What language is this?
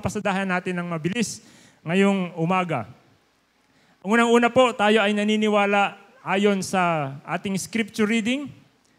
Filipino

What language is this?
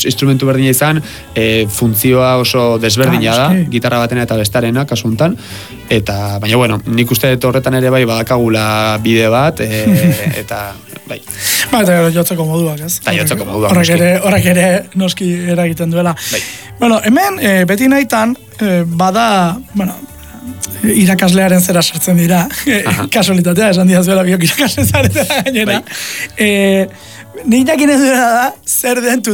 Basque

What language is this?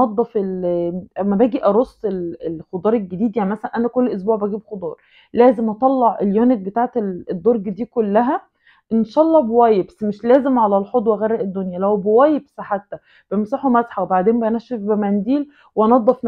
Egyptian Arabic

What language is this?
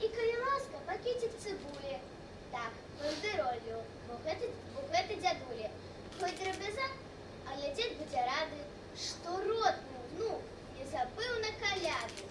Belarusian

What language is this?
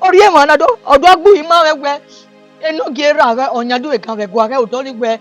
Bini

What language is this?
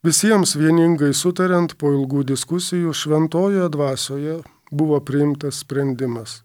Lithuanian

